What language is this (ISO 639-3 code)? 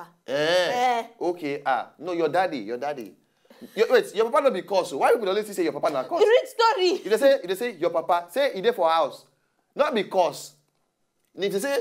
pcm